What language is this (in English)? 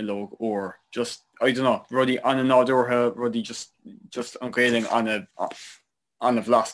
Irish